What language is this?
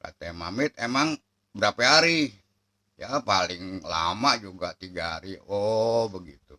Betawi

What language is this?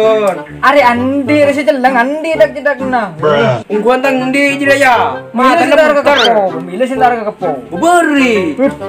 Madurese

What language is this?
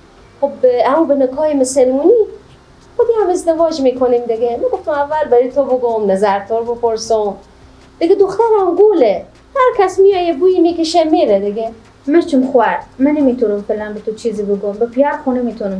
Persian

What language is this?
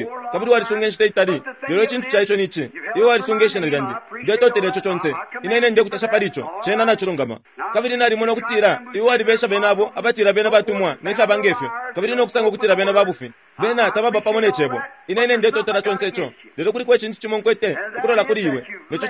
Bemba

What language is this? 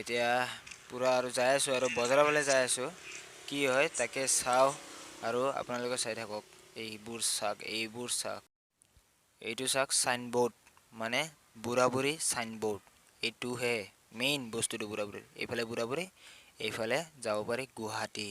Assamese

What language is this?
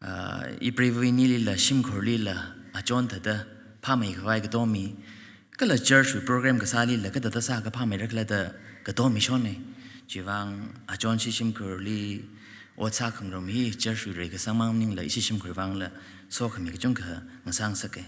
Tangkhul Naga (India)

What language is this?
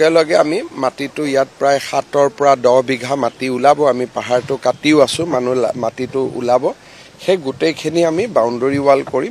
Assamese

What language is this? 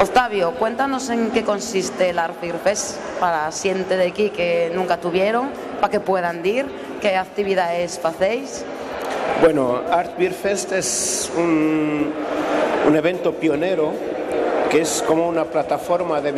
Asturian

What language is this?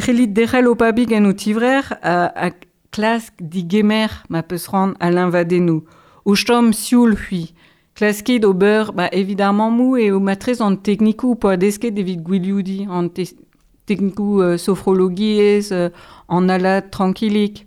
Breton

